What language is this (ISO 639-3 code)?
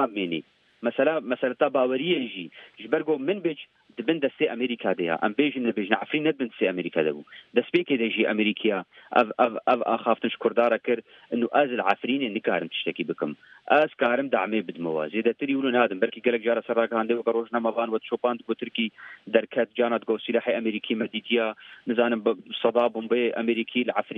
kur